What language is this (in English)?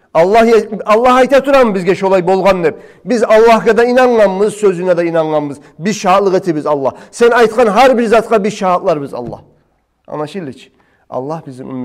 Kumyk